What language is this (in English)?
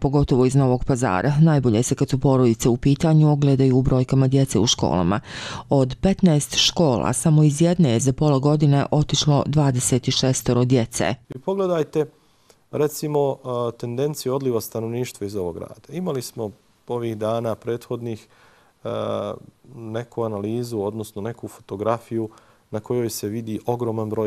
Croatian